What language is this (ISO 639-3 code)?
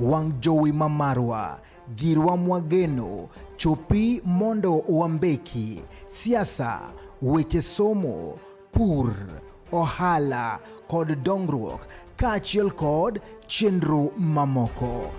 luo